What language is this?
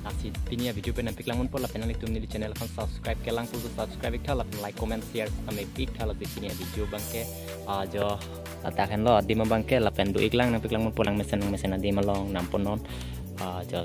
Karbi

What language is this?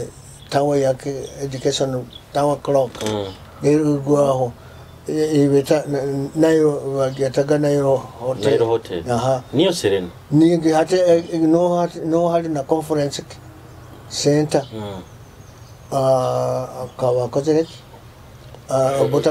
Nyoro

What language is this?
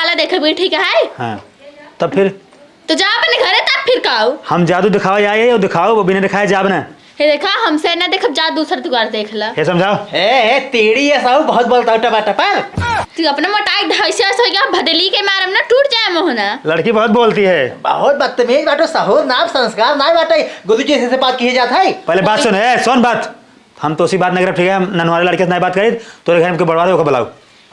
Awadhi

